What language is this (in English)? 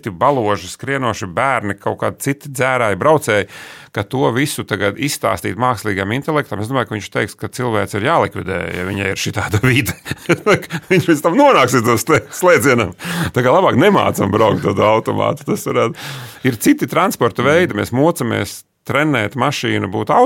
Latvian